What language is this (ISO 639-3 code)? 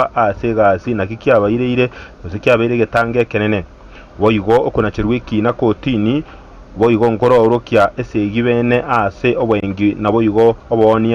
guz